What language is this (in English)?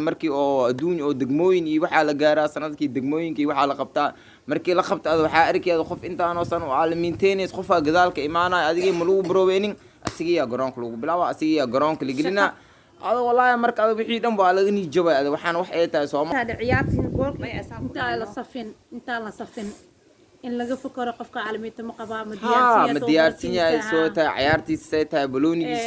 Somali